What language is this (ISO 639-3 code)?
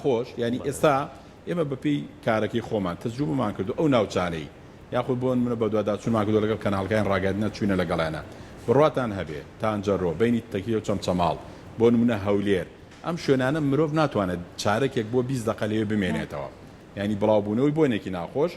ckb